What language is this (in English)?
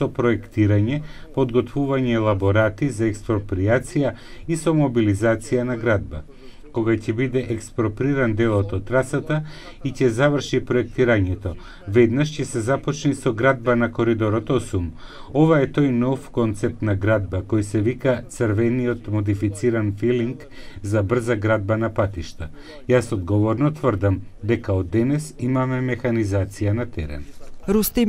Macedonian